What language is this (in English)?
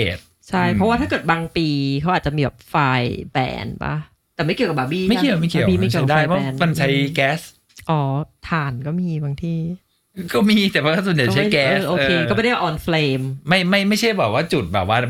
Thai